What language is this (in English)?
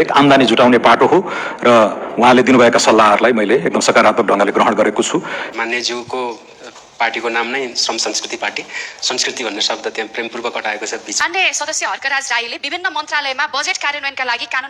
Nepali